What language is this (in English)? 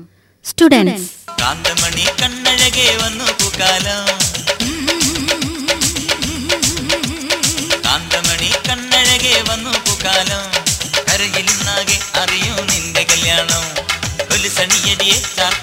Malayalam